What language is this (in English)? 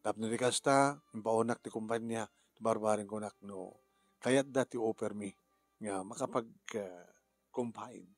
Iloko